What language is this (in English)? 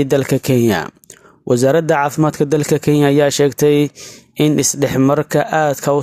Somali